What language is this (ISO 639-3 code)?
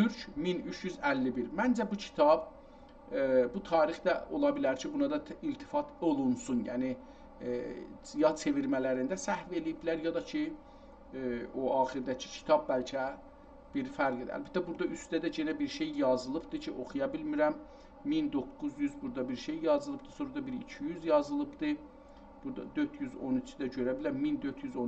azb